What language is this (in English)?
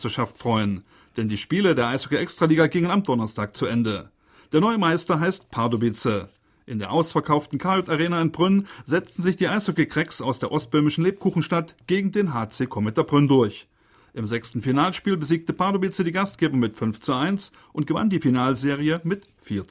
German